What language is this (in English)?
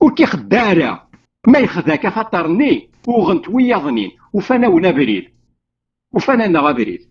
Kabyle